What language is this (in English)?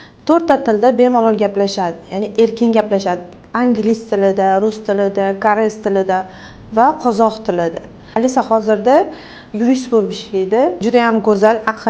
Uzbek